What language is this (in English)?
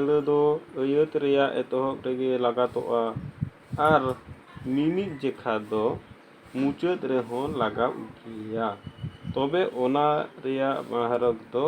Santali